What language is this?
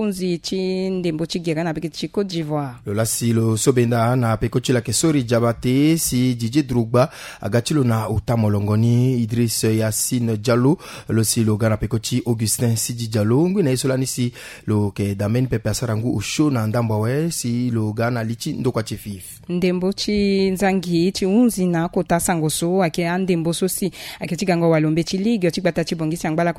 Sango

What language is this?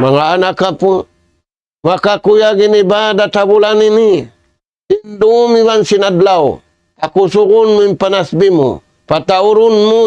Tausug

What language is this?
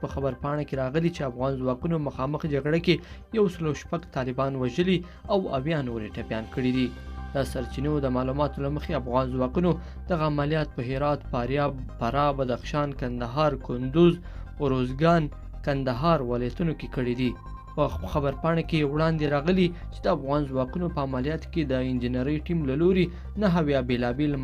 Pashto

